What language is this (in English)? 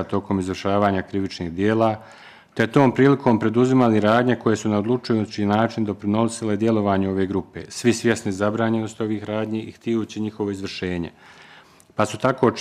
Bosnian